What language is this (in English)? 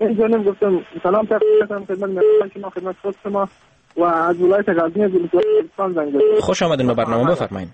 Persian